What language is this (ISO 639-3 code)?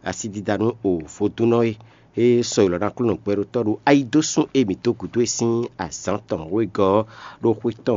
fon